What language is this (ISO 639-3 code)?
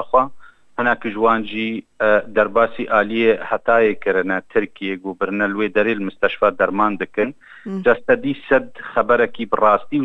kur